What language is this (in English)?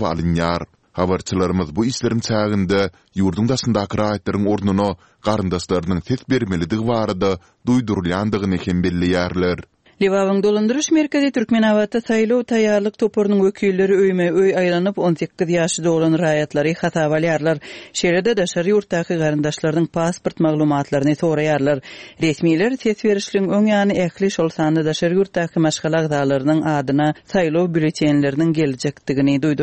Turkmen